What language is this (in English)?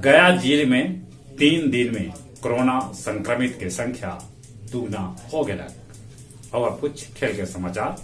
Magahi